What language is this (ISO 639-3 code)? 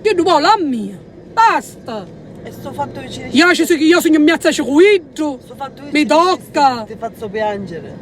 scn